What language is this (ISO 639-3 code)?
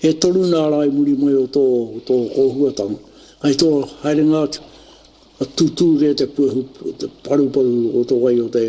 mri